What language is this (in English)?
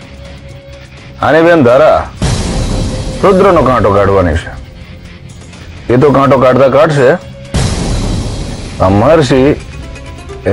Gujarati